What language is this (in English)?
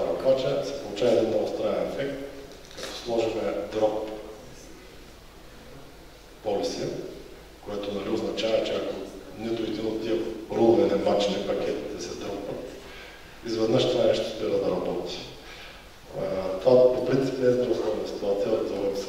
Bulgarian